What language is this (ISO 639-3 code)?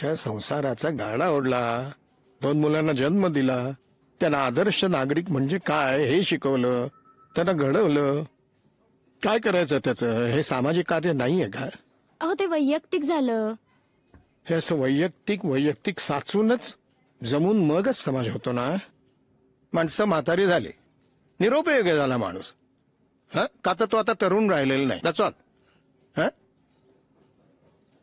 mar